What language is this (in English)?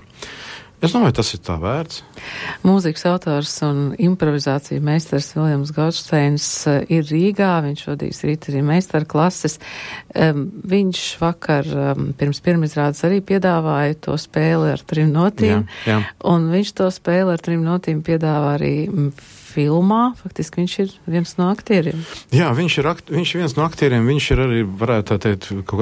Latvian